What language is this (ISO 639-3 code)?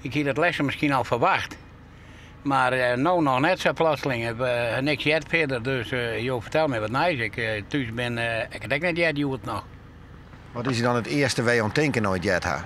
fry